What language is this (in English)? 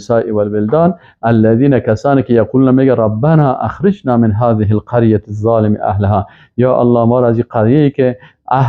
Persian